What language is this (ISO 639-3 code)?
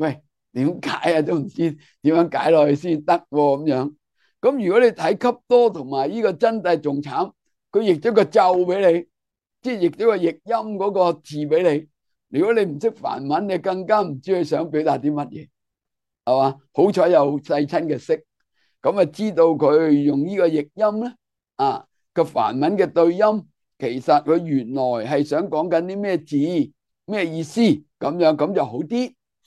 yue